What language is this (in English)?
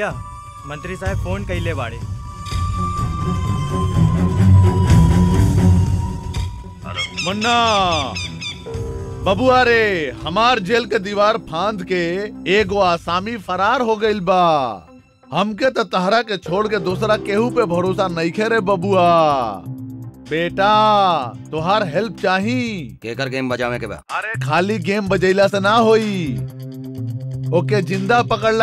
Bhojpuri